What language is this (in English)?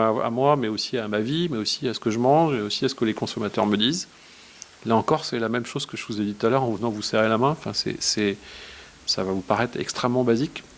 French